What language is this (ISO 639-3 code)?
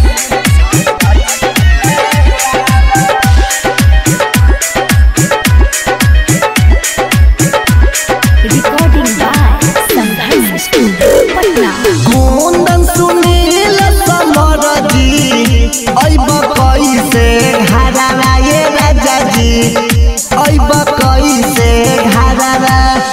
bho